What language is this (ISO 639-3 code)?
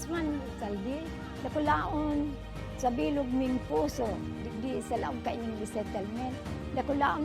bik